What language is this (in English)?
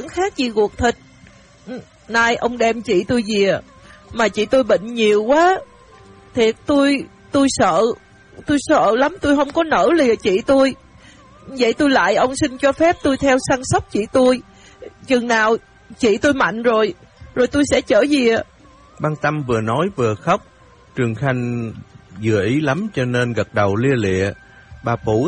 Vietnamese